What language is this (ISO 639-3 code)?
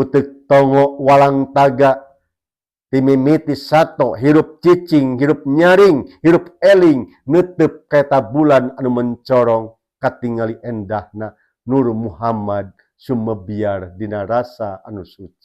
sun